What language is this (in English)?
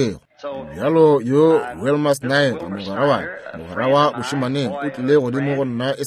Northern Sotho